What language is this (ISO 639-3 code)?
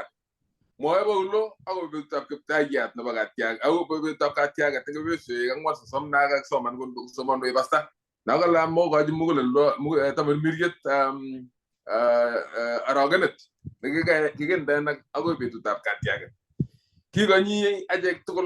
kln